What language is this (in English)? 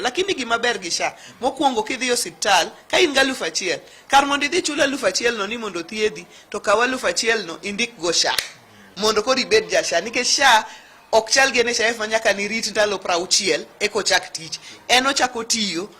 Luo (Kenya and Tanzania)